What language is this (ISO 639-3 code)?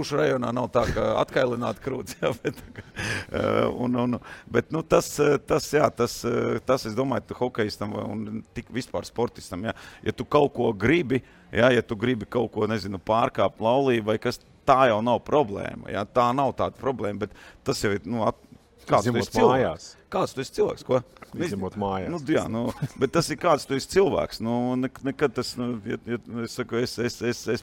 lav